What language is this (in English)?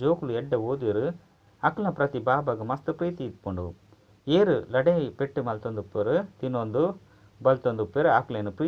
Tulu